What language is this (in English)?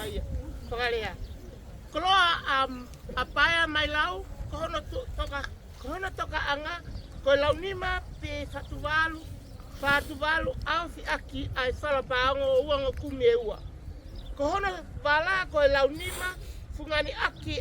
Tongan